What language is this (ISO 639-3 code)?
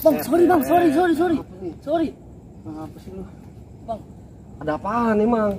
bew